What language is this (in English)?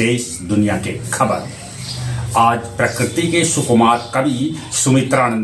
Magahi